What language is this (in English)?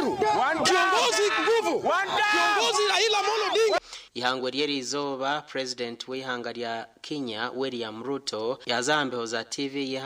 Nyankole